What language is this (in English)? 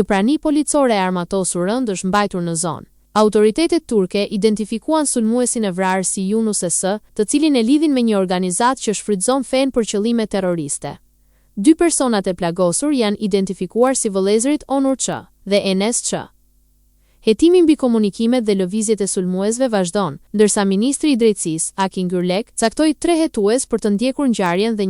Albanian